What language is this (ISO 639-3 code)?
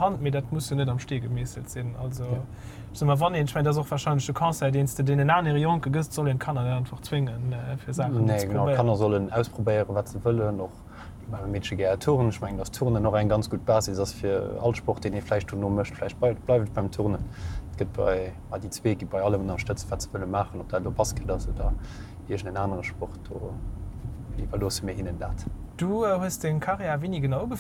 ltz